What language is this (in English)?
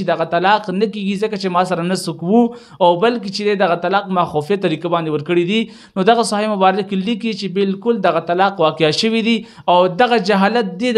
Pashto